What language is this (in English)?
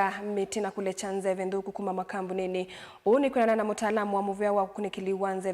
Kamba